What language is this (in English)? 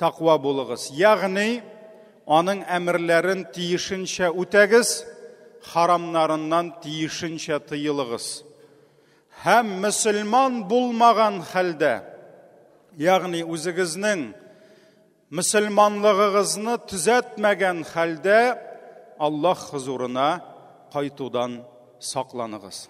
Tatar